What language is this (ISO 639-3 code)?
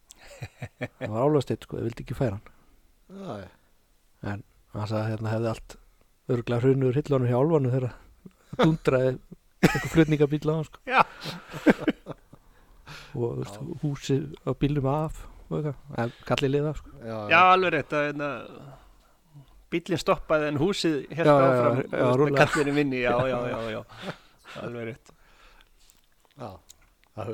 isl